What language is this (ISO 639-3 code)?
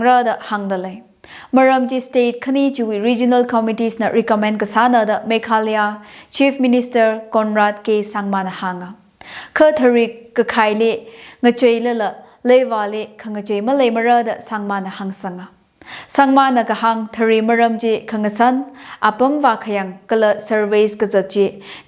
nmf